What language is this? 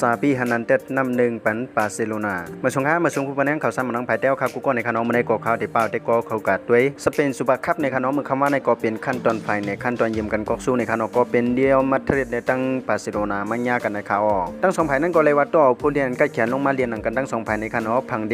Shan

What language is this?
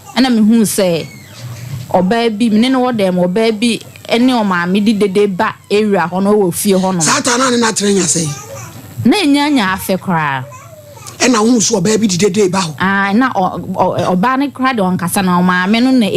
Akan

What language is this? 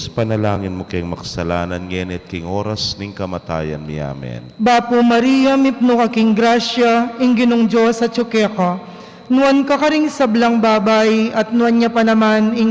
Pampanga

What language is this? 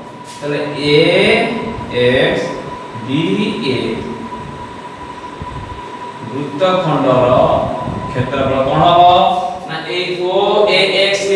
Odia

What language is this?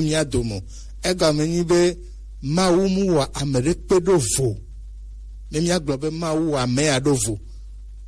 Gen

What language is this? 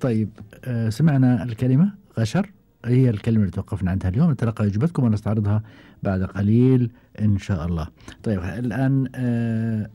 Gulf Arabic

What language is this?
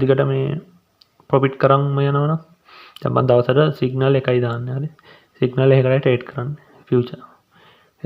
Sinhala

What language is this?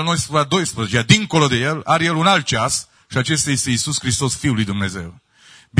Romanian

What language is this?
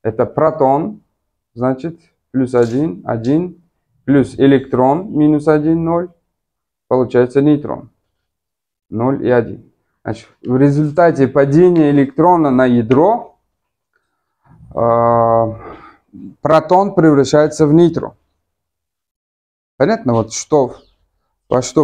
Russian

